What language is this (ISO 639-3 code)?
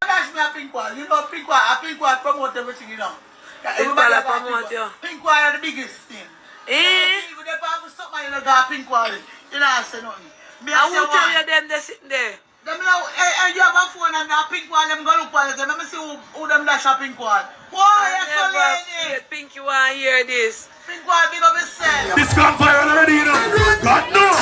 jam